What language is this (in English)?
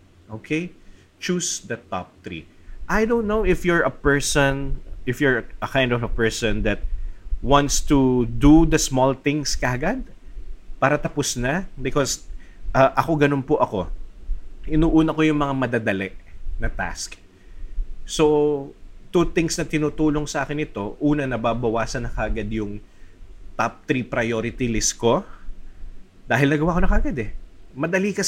Filipino